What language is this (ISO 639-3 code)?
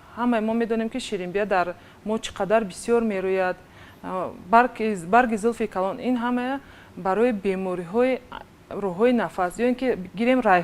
tgk